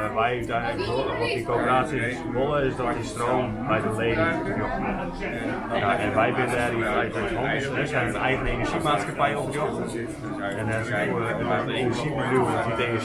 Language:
Western Frisian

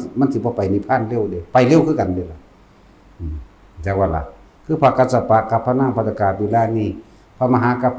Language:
Northeastern Thai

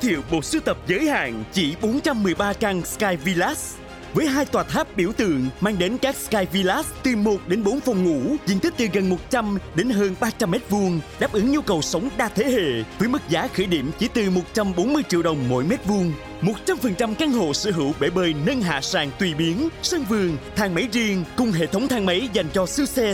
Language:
Vietnamese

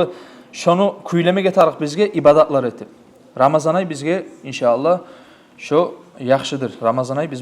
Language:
Kumyk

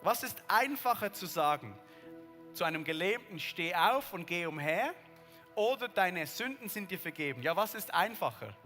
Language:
Swiss German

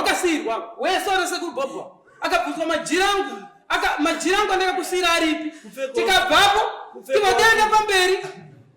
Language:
Shona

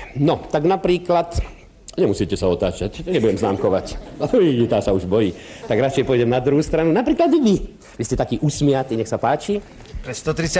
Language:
Slovak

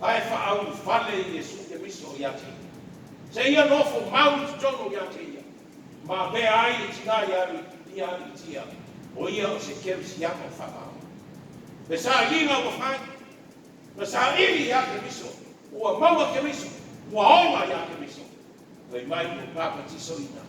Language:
Samoan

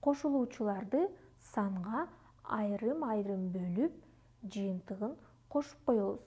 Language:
Kyrgyz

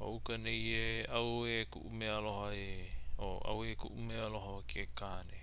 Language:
Hawaiian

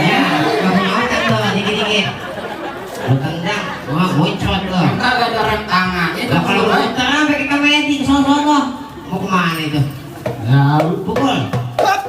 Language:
Betawi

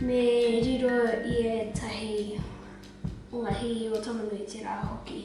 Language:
Māori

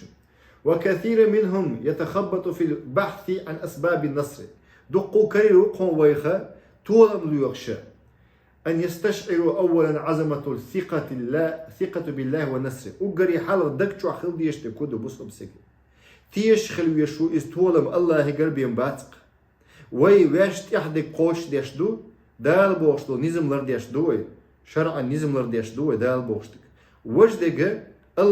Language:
Chechen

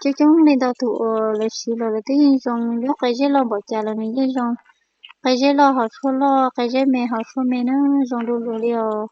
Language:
Hmong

